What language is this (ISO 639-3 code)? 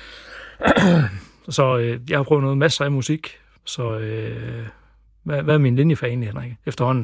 dan